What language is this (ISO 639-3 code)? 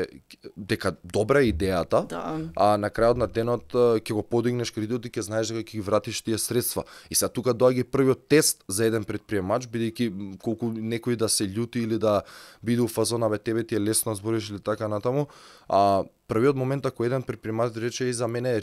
mkd